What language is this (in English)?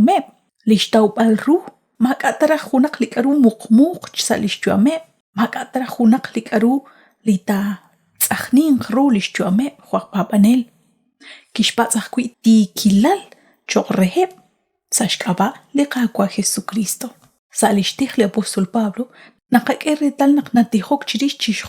Kekchí